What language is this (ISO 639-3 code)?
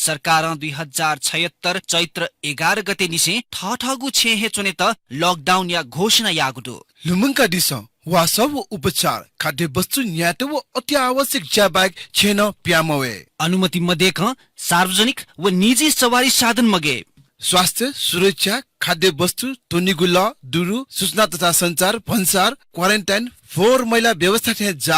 new